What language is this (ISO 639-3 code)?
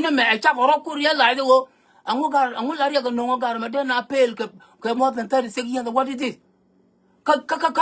nus